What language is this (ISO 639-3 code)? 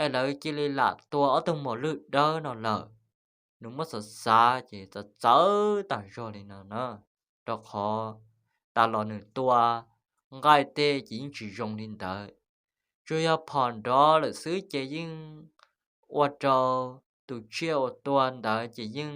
hmn